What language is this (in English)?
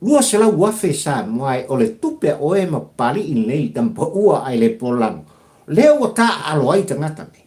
Samoan